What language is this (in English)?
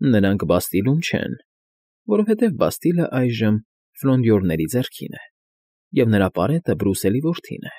Armenian